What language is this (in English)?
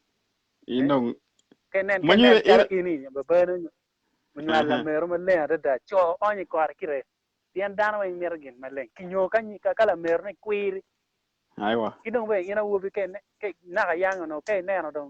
Acoli